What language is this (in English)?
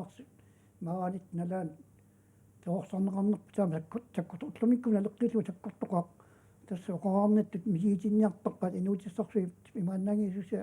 Kalaallisut